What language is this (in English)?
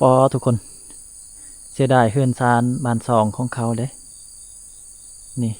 Lao